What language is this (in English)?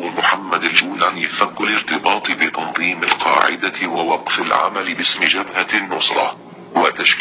Najdi Arabic